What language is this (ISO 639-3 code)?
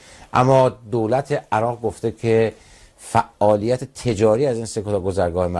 fas